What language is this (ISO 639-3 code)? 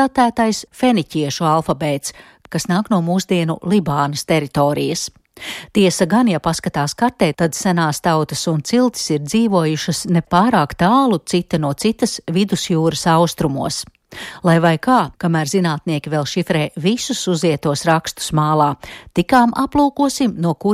lav